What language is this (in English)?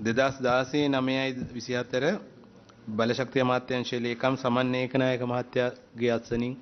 Sinhala